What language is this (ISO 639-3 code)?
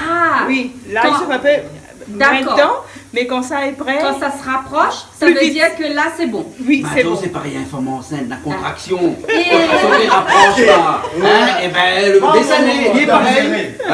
rcf